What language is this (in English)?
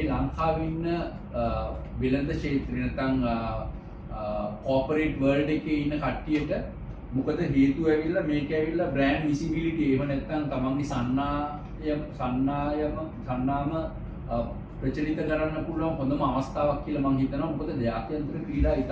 Sinhala